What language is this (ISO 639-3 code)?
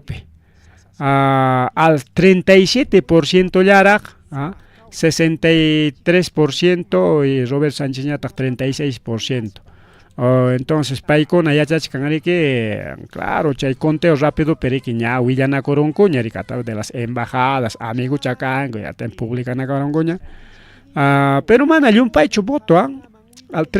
quy